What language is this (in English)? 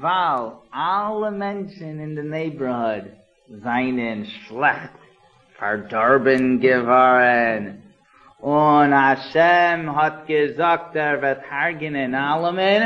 Yiddish